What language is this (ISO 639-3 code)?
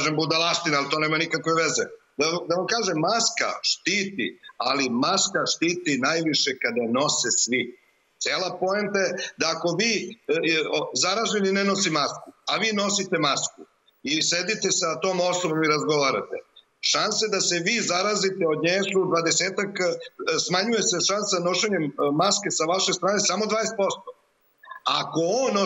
srp